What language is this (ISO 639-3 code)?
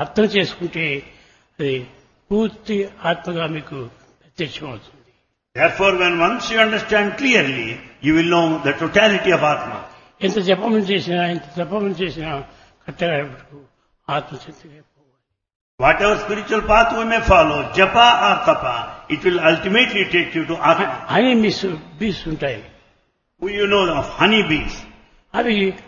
tel